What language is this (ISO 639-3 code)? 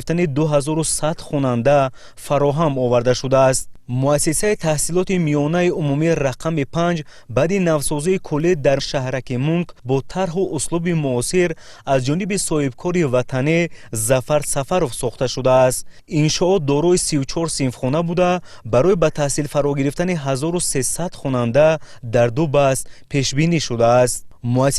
tgk